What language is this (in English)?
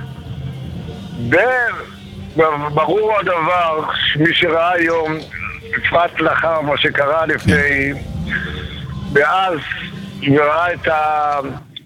Hebrew